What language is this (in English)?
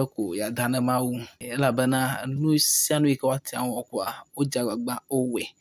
Ewe